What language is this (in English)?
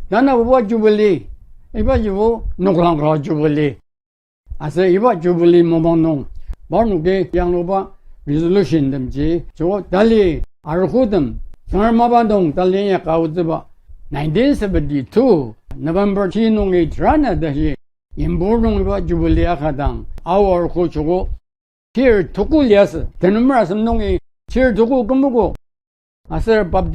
Ao Naga